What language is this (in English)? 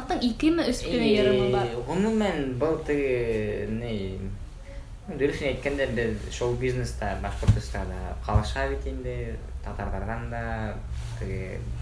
Bashkir